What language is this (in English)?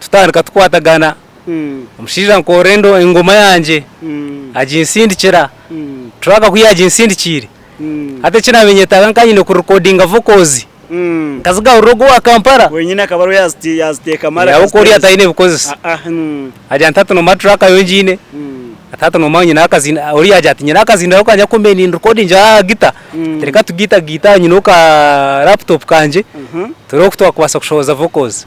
Nyankole